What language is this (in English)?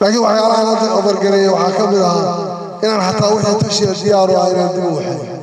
Somali